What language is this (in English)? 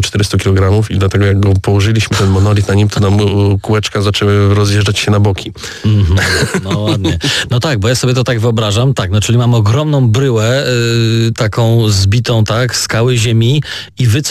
Polish